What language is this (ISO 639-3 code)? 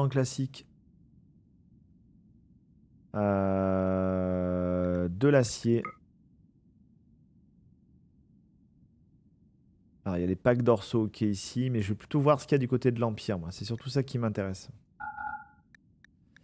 fra